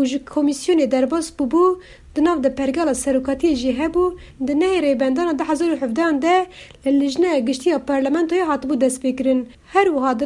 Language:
Kurdish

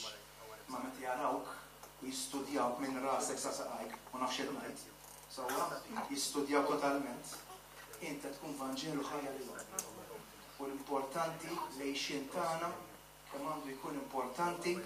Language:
Maltese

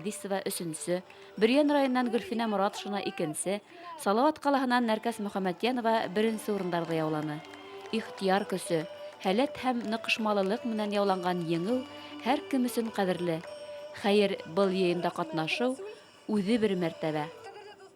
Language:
Bashkir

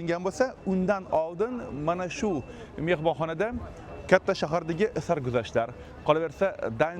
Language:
Uzbek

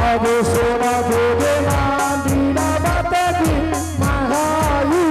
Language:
Angika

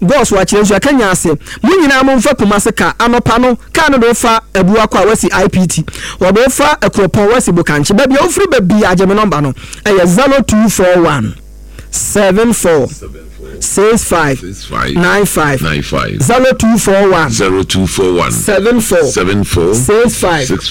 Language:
Akan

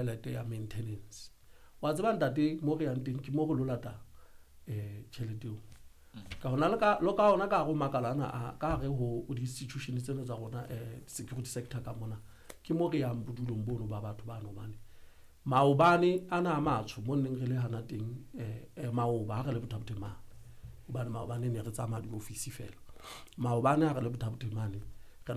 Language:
Southern Sotho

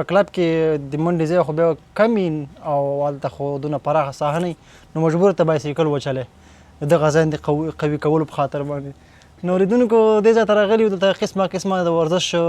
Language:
Pashto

